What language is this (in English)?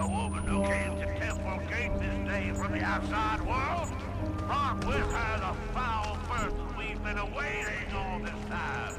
South Azerbaijani